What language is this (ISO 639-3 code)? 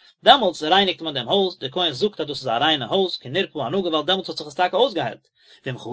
yid